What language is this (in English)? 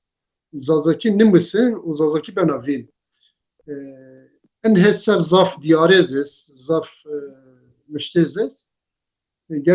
Zaza